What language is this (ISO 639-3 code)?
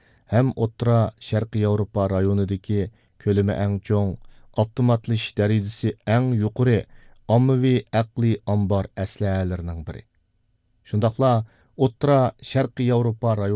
uig